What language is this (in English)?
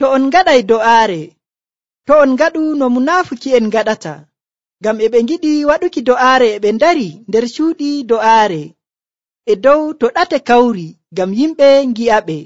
Nigerian Fulfulde